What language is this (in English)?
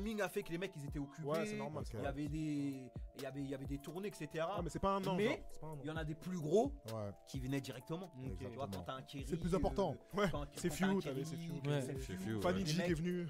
French